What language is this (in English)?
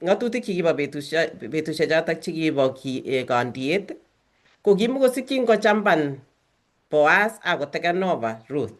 Kalenjin